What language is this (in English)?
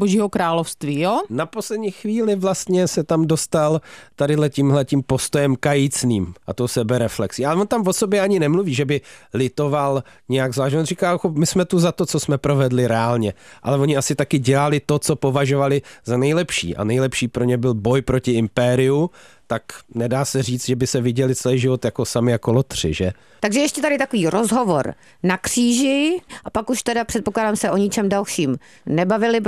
Czech